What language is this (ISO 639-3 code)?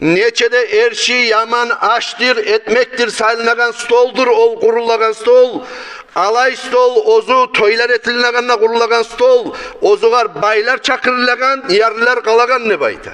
kum